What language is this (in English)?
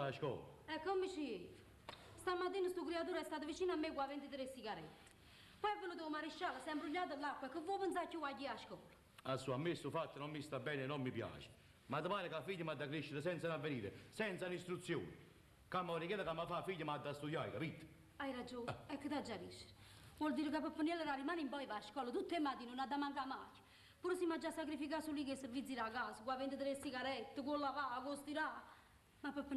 Neapolitan